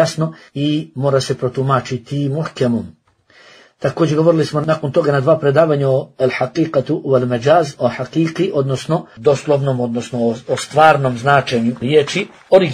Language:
Bosnian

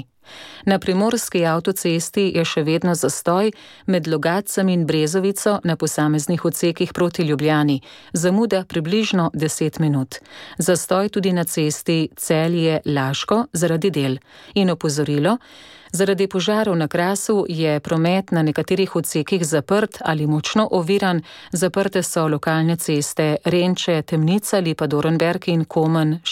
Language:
Slovenian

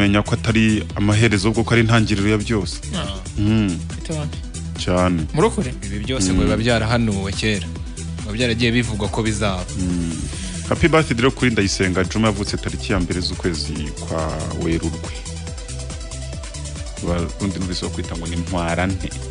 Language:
Kinyarwanda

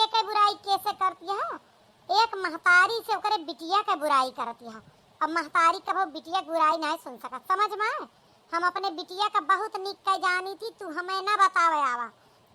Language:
Awadhi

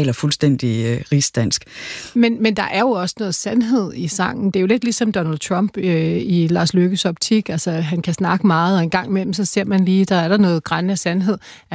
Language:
Danish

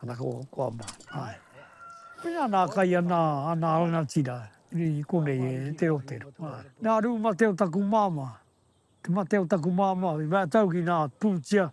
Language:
Māori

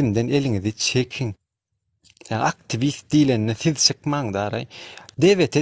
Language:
Turkmen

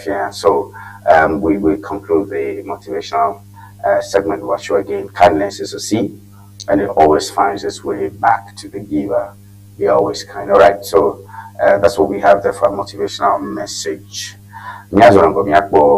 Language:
Ewe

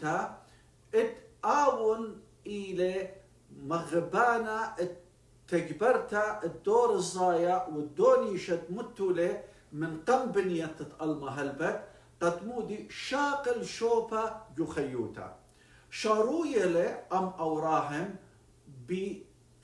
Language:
Assyrian Neo-Aramaic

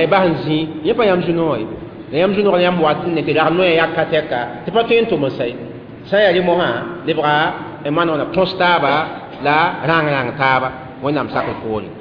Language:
Mossi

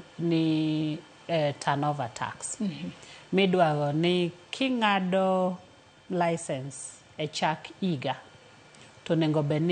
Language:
Luo (Kenya and Tanzania)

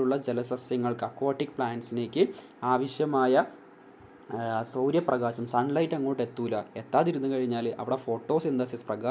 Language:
Malayalam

